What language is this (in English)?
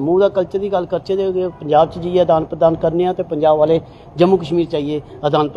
Dogri